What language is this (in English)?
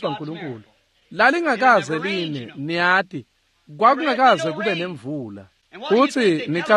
Swati